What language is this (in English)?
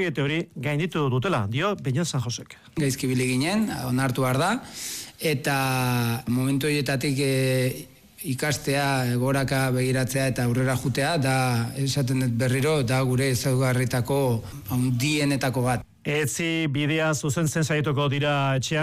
Basque